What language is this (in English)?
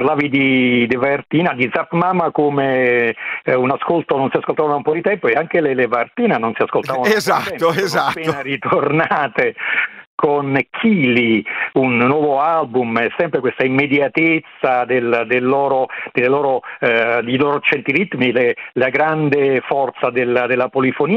Italian